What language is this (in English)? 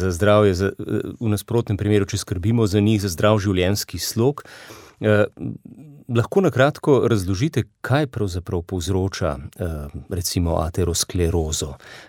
Slovenian